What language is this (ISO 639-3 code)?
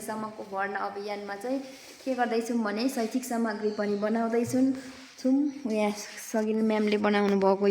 nep